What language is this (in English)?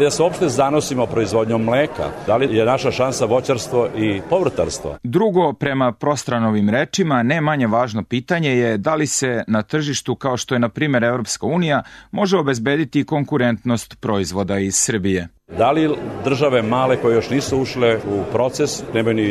Serbian